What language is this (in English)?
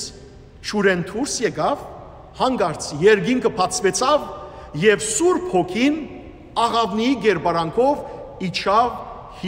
Western Armenian